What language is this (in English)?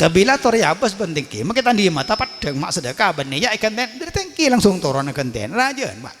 Madurese